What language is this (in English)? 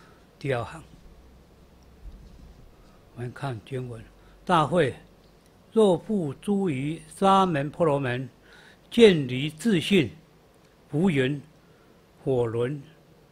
Chinese